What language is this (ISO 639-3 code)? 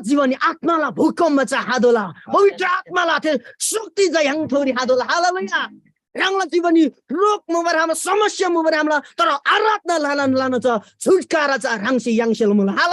taj